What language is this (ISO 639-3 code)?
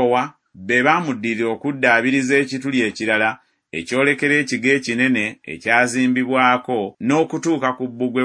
lug